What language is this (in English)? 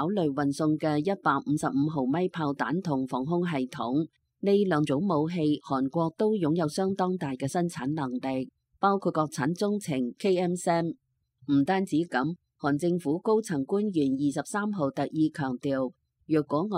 Cantonese